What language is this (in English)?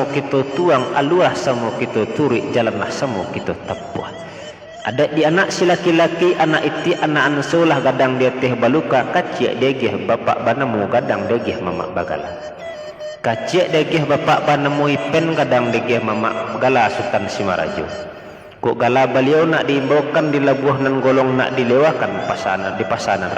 Minangkabau